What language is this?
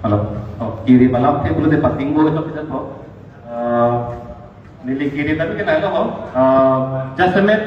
Karbi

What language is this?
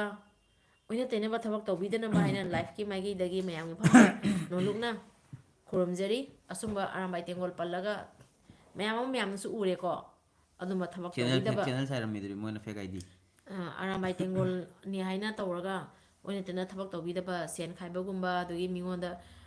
Manipuri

